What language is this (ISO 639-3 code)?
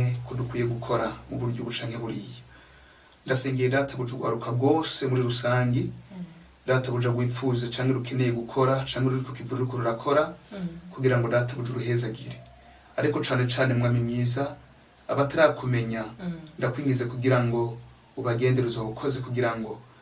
run